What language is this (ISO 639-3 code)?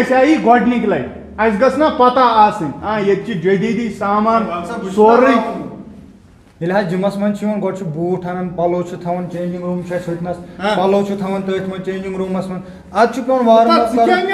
kas